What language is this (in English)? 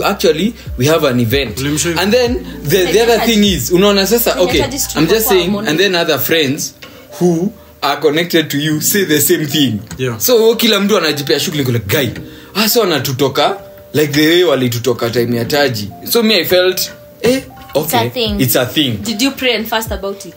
Swahili